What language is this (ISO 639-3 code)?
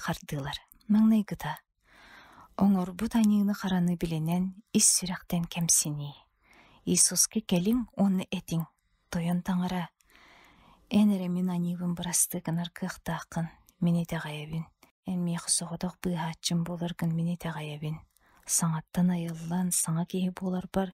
sah